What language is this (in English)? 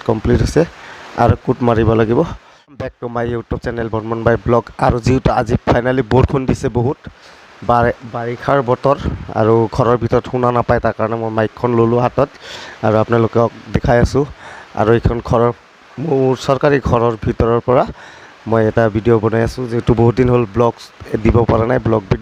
Assamese